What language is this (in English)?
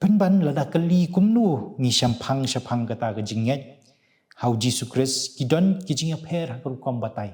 Khasi